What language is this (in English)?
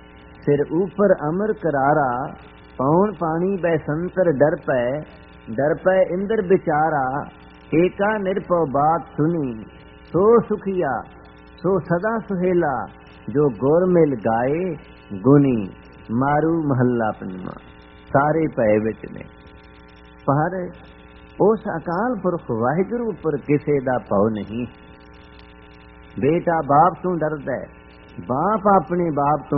Punjabi